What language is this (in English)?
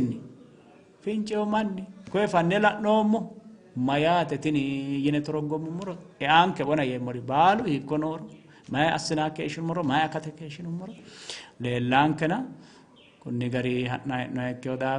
Sidamo